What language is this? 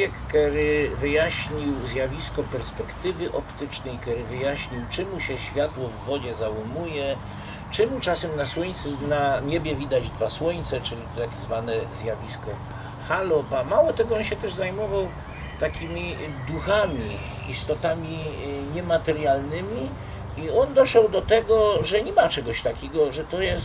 Silesian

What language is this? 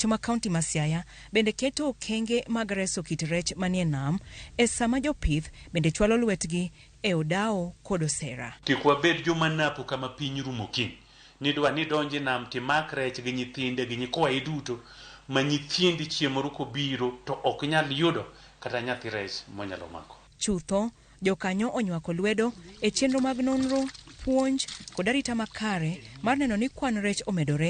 Luo (Kenya and Tanzania)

